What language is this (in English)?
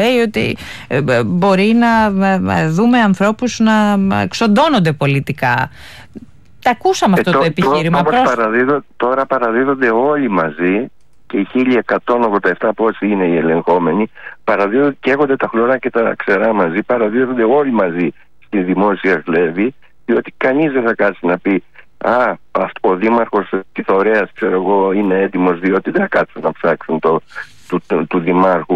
Greek